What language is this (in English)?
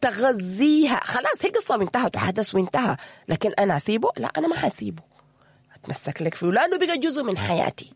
Sudanese Arabic